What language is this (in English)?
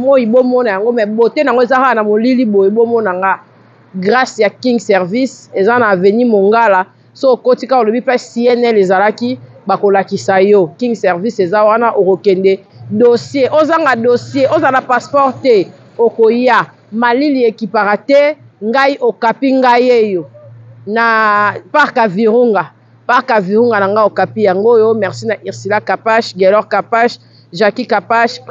Lingala